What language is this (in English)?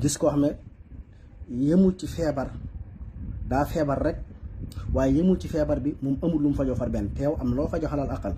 Wolof